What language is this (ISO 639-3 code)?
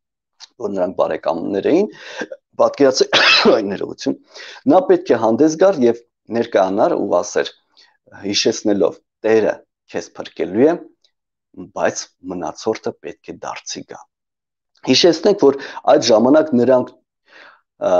hye